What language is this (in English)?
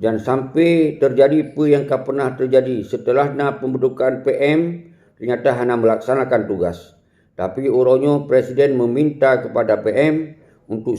Achinese